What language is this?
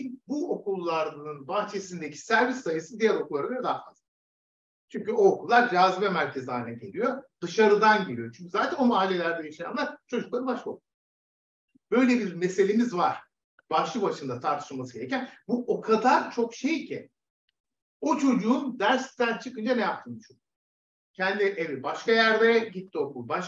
Turkish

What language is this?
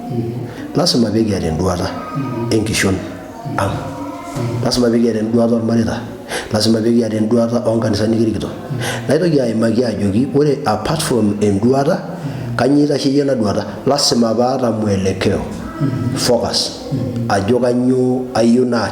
Masai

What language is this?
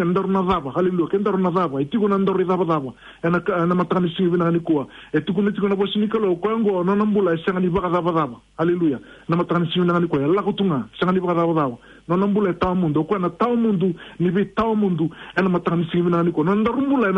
Fijian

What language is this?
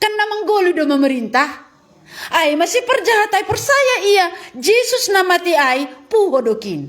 Batak Simalungun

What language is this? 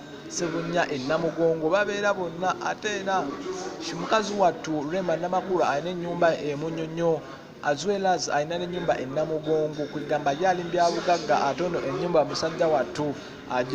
Ganda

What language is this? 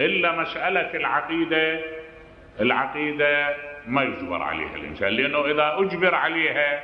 Mesopotamian Arabic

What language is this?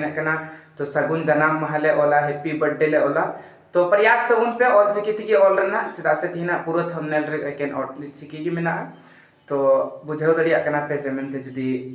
Santali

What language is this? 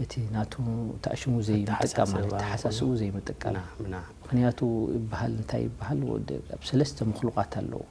Tigrinya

